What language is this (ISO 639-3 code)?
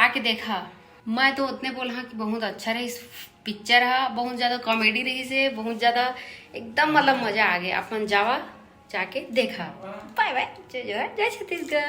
hne